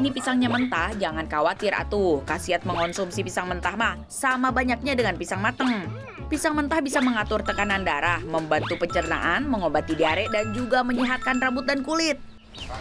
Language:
Indonesian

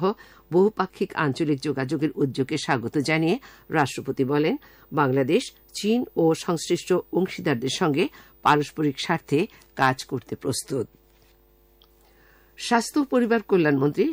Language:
Bangla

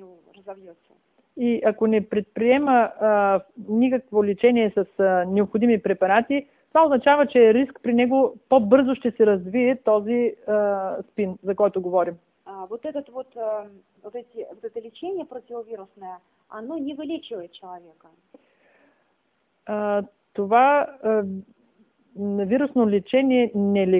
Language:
Bulgarian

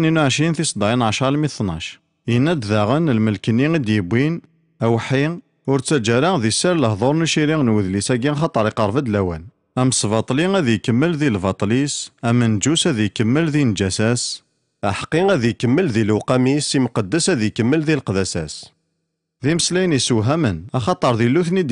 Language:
Kabyle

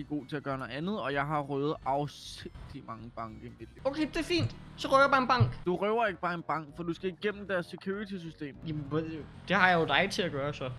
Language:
Danish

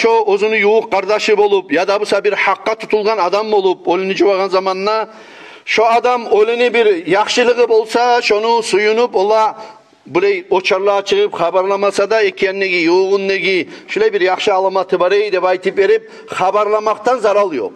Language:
Kumyk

